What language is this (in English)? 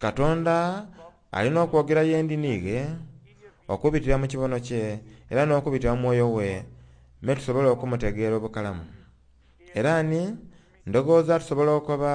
Soga